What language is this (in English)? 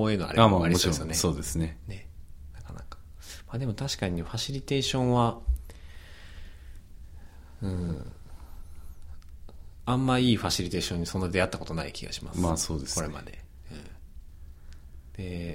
Japanese